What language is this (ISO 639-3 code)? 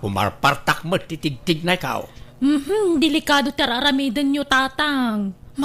ilo